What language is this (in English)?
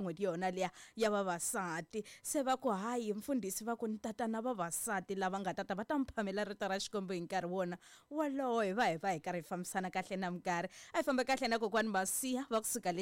Tsonga